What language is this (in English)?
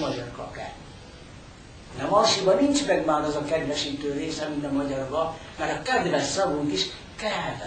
Hungarian